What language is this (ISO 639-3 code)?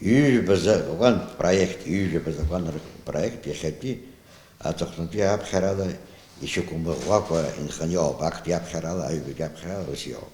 abk